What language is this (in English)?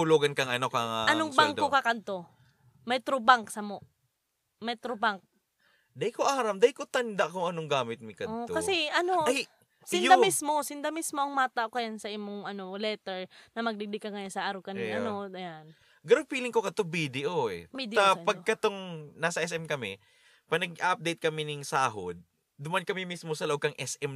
Bikol